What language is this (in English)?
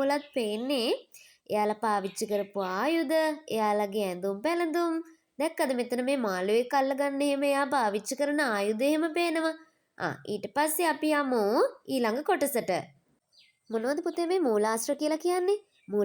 Sinhala